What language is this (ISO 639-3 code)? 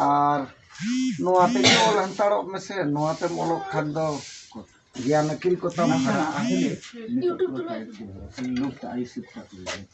sat